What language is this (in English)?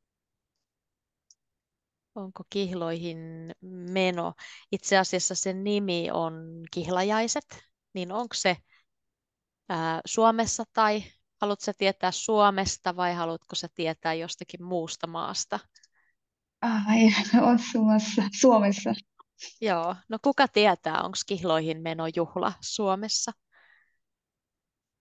Finnish